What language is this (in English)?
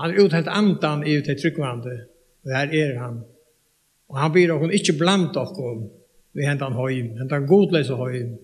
Faroese